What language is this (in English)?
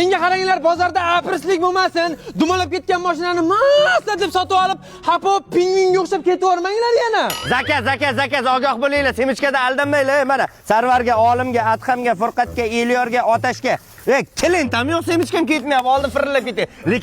Uzbek